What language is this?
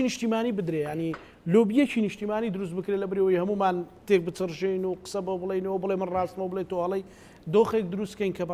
Central Kurdish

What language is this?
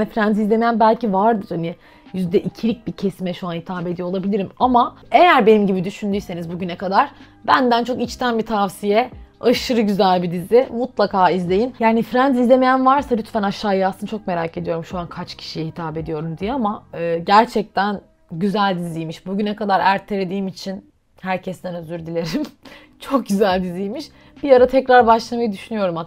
Turkish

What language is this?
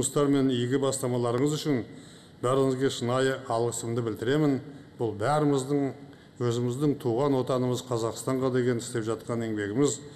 Kazakh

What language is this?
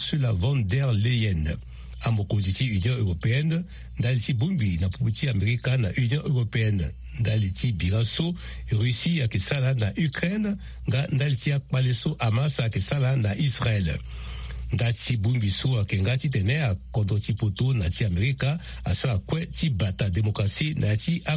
Sango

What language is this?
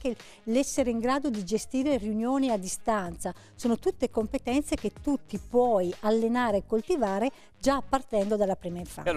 Italian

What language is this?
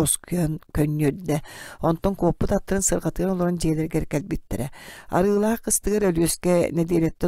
Yakut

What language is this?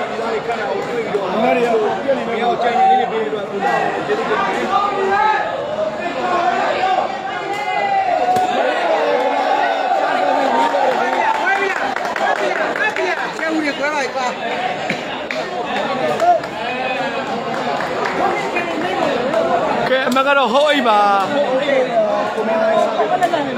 Burmese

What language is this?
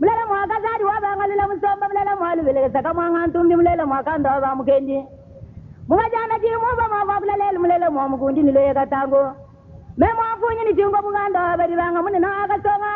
Luba-Lulua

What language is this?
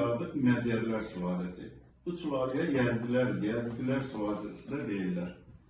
Azerbaijani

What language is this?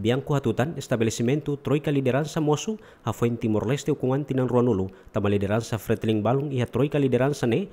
Tetum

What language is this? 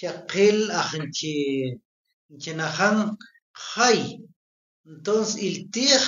Tektiteko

